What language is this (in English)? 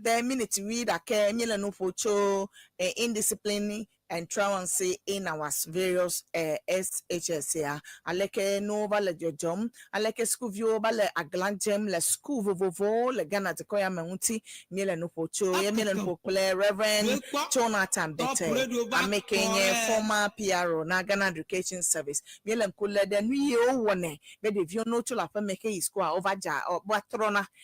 Ewe